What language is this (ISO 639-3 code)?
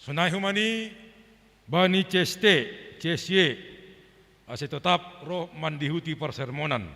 bts